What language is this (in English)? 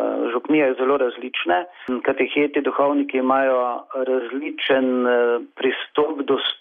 Slovenian